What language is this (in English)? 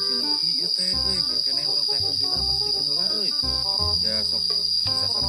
Sundanese